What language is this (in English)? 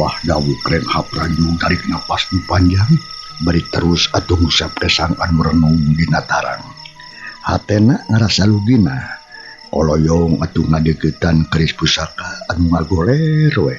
Sundanese